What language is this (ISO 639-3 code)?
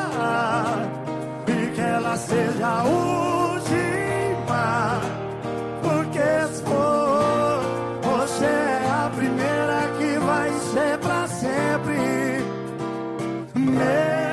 por